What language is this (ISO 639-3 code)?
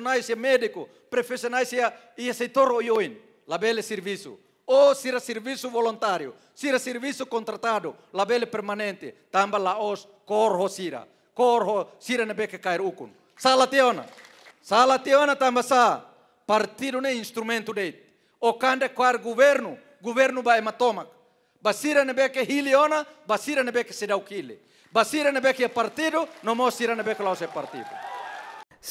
tet